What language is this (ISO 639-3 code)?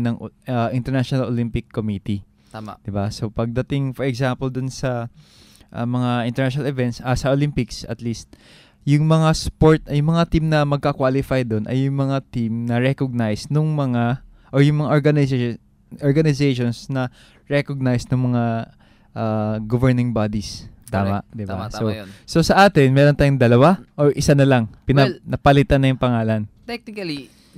fil